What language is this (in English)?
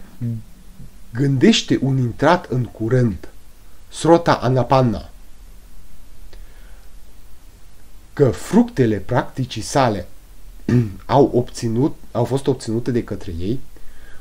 Romanian